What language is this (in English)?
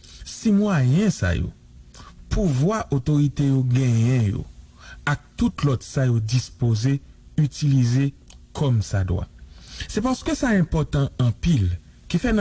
Haitian Creole